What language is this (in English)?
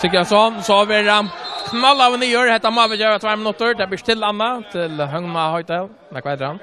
Faroese